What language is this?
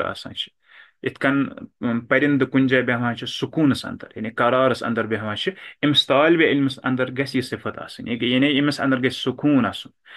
Kashmiri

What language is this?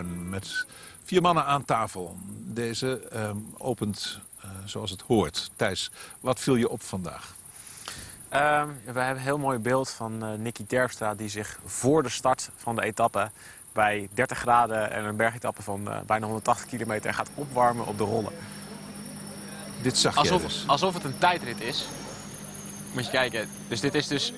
Dutch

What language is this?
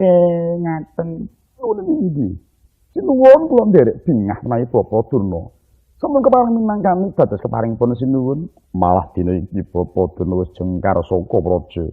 Javanese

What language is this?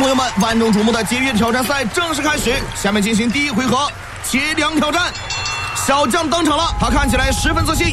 Chinese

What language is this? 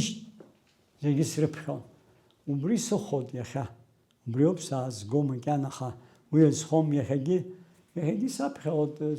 Abkhazian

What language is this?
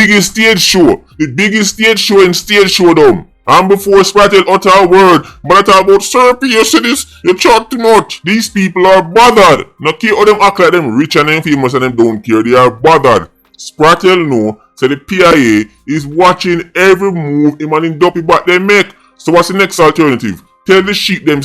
Jamaican Creole English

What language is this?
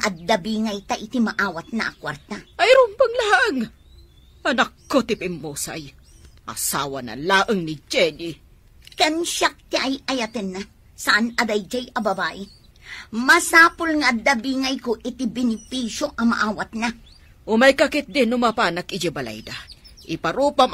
Iloko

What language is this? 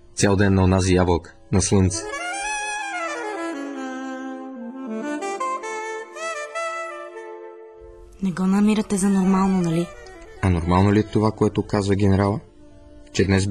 Bulgarian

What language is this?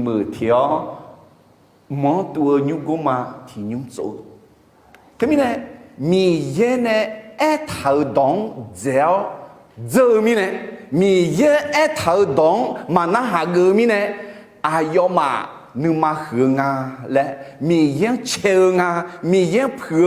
Akha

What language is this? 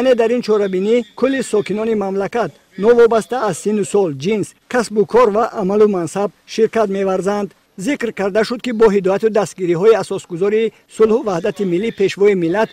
Tajik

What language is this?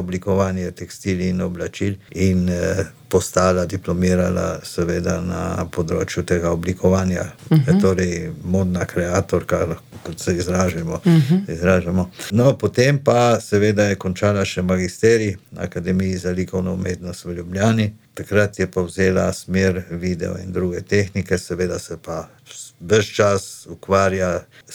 Slovenian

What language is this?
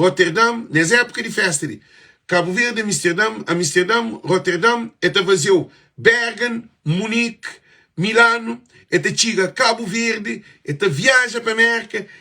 Kabuverdianu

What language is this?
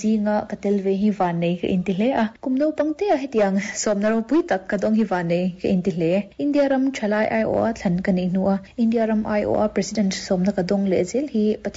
Mizo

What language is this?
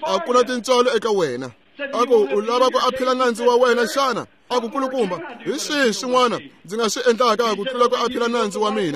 Tsonga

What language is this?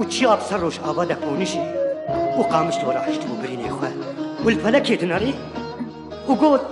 Kurdish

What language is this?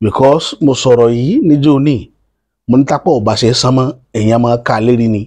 Yoruba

